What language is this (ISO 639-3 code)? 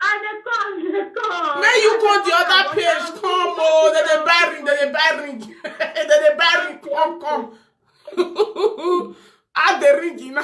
pcm